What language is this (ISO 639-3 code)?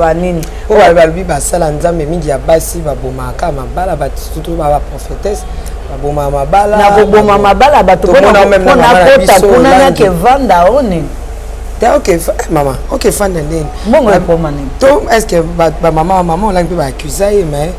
lin